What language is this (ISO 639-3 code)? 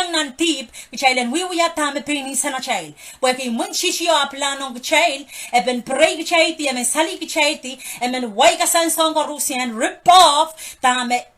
pon